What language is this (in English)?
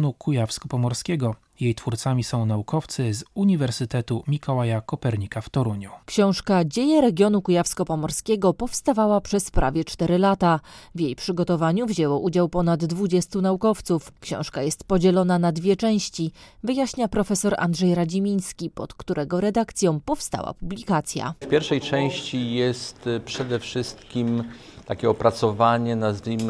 Polish